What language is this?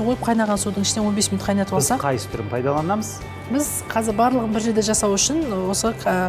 Kazakh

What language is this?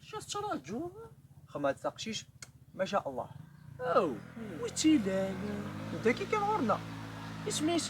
Kabyle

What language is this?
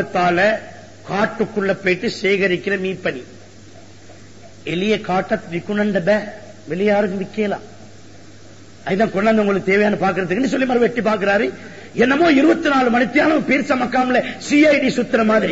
Tamil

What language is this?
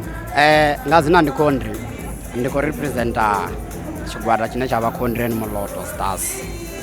Venda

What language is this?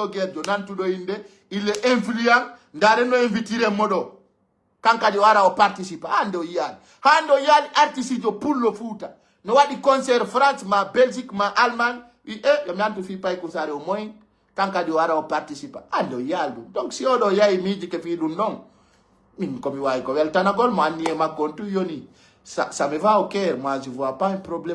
Fula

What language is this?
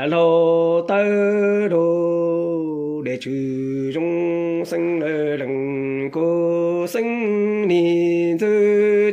Hmong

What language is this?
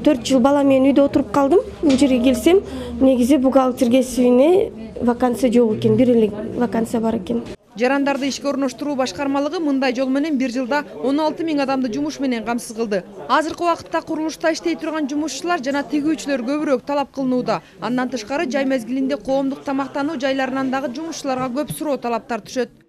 Kyrgyz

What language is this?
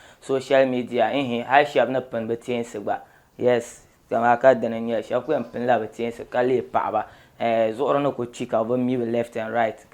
Dagbani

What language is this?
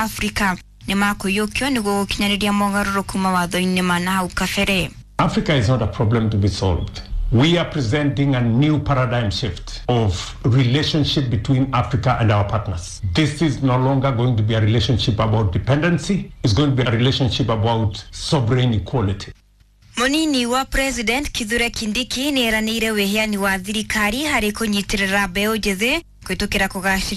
Kikuyu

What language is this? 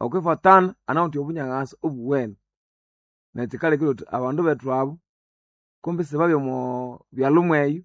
Nande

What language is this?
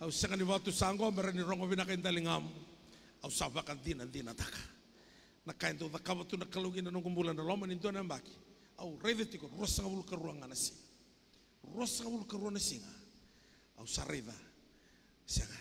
Fijian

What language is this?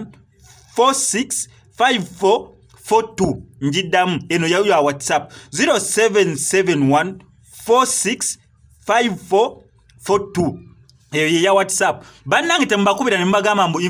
Ganda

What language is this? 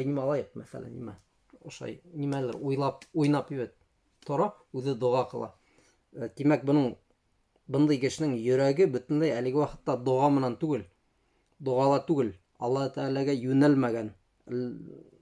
Bashkir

